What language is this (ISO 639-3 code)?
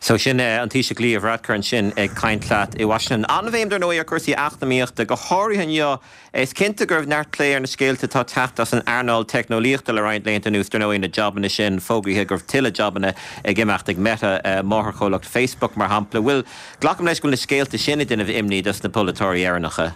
gle